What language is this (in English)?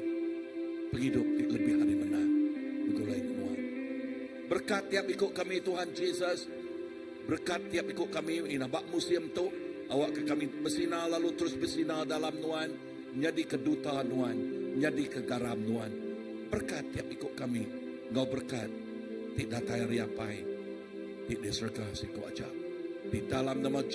Iban